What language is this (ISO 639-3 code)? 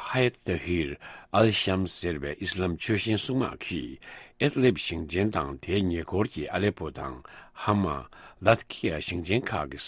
bod